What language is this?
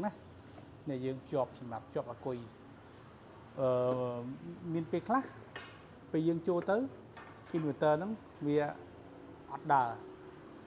Khmer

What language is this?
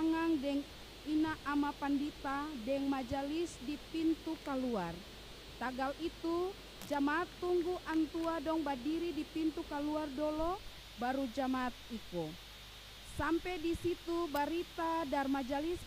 Ambonese Malay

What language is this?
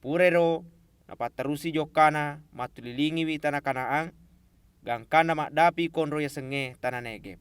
Buginese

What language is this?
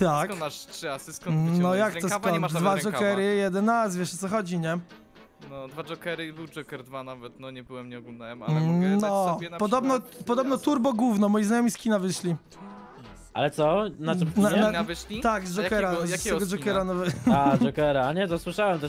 Polish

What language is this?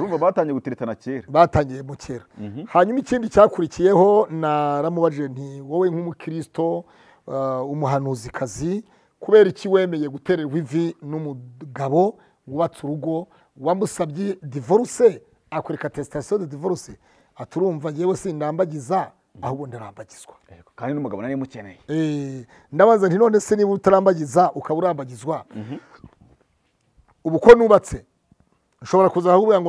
Kinyarwanda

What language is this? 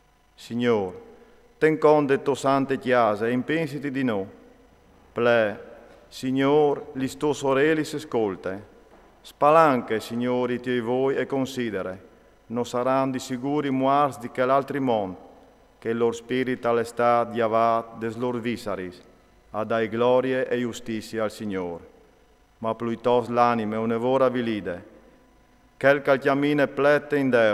Friulian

